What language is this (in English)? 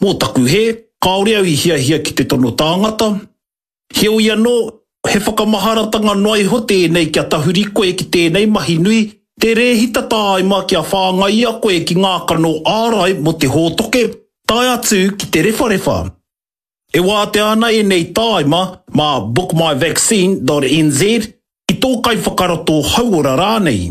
Māori